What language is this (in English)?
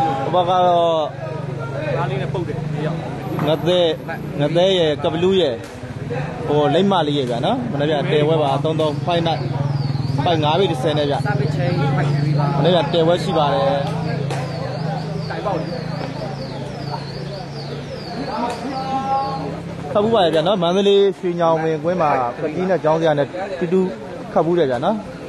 Burmese